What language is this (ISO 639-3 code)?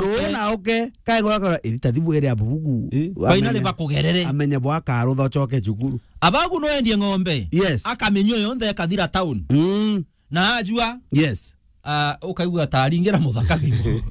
mer